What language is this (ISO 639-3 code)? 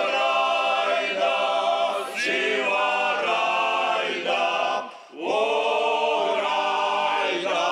abk